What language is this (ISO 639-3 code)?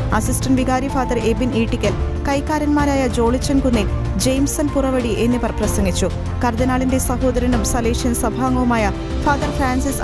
mal